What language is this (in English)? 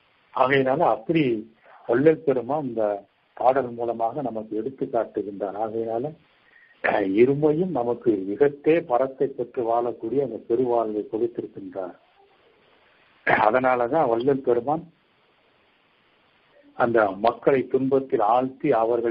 Tamil